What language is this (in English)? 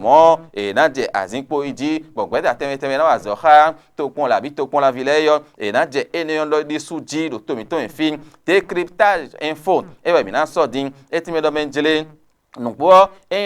Fon